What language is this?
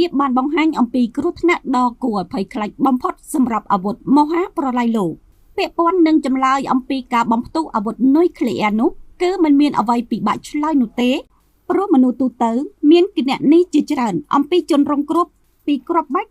Khmer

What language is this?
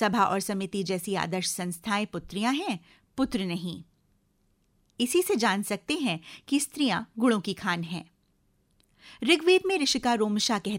Hindi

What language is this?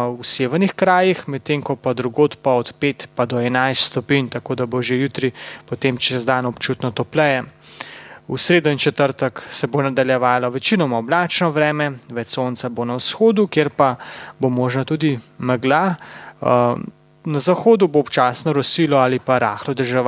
Slovenian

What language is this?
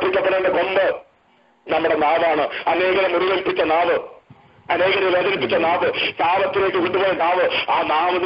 Malayalam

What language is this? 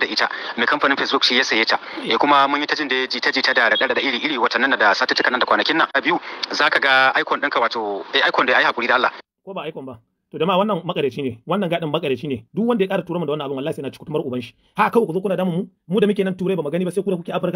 Hausa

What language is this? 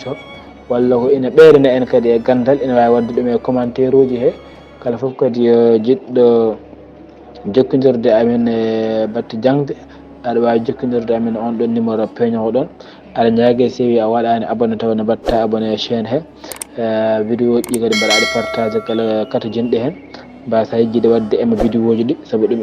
Fula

